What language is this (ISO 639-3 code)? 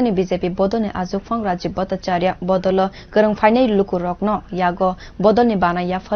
trp